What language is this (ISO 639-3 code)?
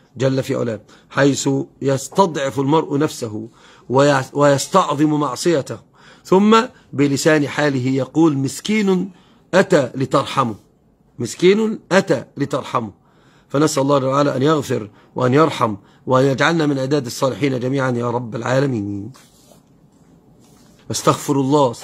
ara